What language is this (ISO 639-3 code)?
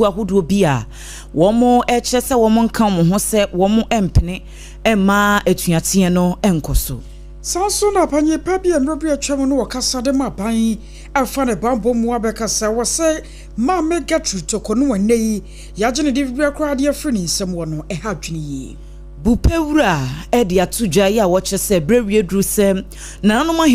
aka